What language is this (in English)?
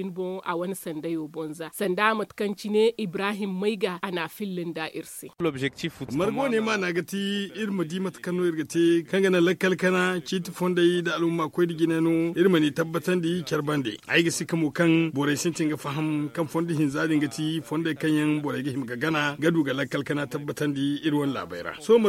Zarma